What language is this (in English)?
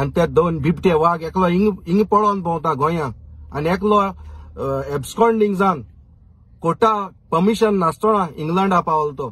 Konkani